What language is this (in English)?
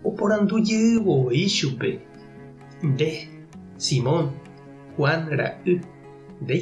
Guarani